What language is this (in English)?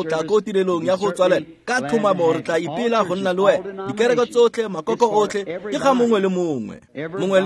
Tswana